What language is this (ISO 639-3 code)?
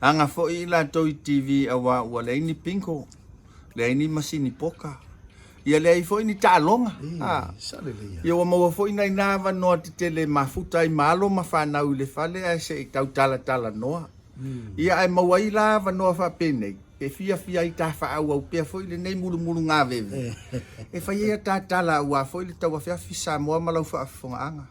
smo